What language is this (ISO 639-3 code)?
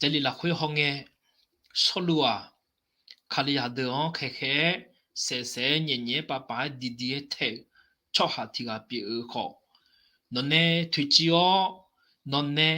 ahk